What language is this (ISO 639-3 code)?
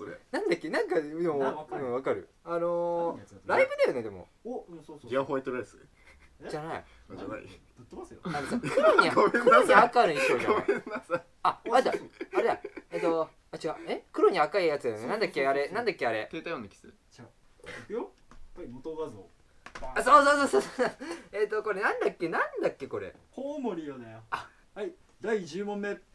jpn